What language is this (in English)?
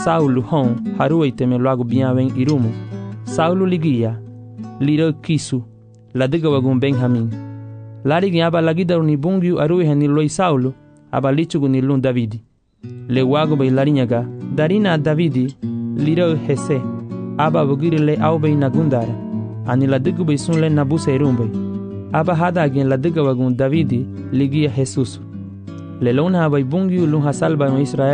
Garifuna